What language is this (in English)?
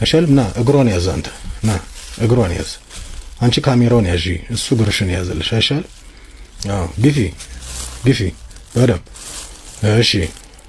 Amharic